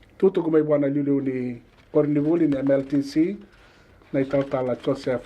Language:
Fijian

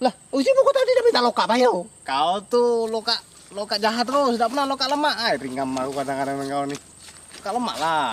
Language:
Musi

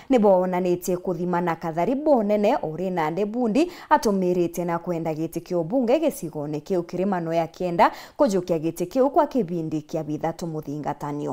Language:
Meru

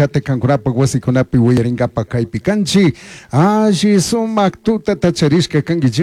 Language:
Chimborazo Highland Quichua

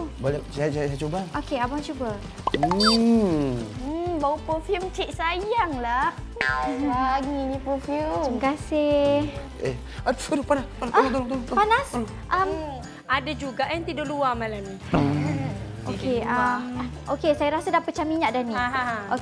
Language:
Malay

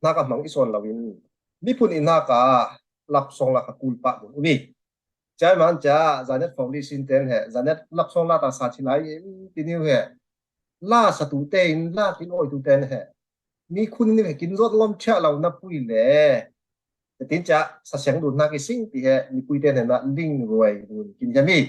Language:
Falam Chin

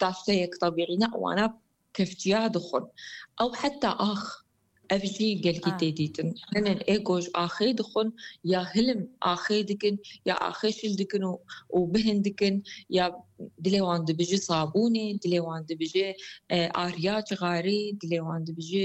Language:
Kurdish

